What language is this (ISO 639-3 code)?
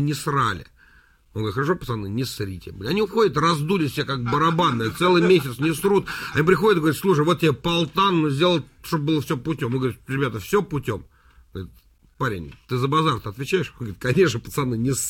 rus